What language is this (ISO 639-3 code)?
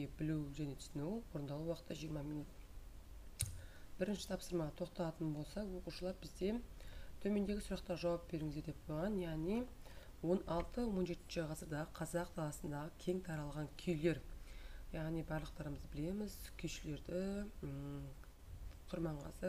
kaz